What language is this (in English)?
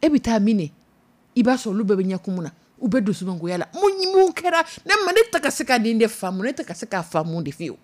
Dyula